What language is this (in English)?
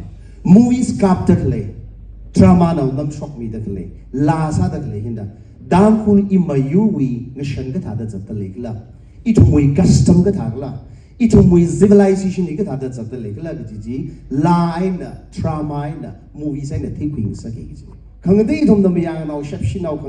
Tangkhul Naga (India)